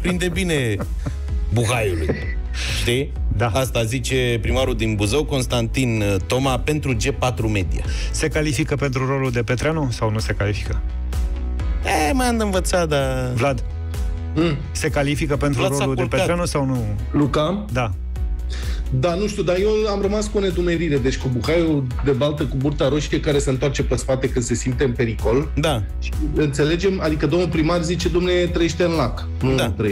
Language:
Romanian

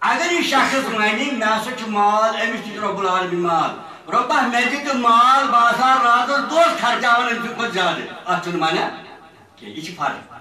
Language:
Kashmiri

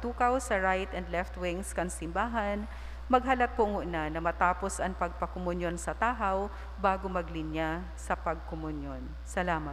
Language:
Bikol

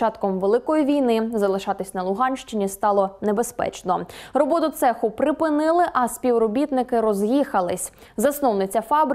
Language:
Ukrainian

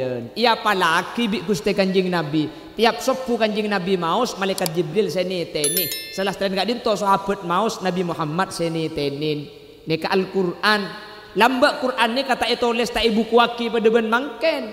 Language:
Madurese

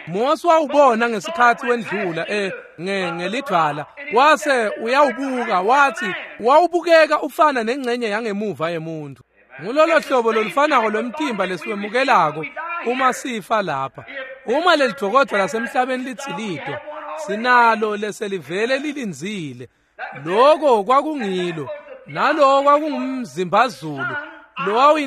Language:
Swati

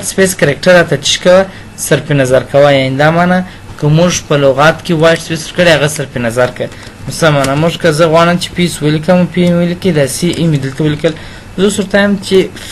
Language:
Pashto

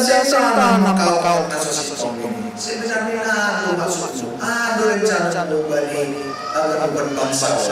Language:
Batak Simalungun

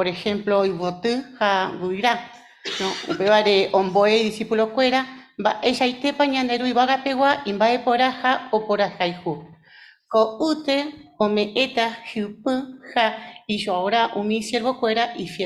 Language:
Guarani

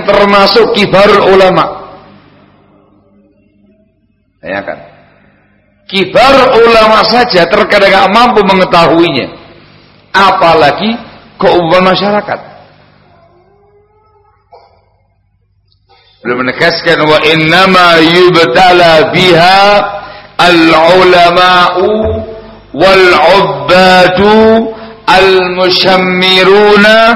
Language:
Indonesian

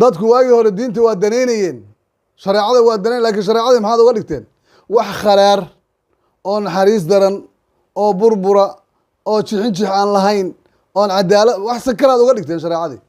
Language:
Somali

